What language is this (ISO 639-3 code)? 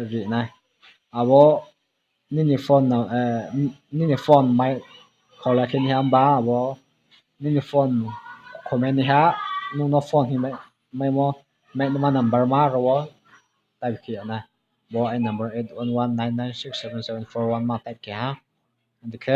ria